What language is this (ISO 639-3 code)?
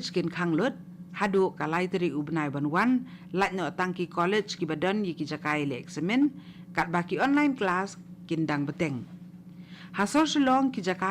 kha